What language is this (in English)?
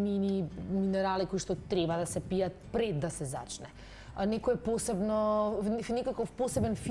Macedonian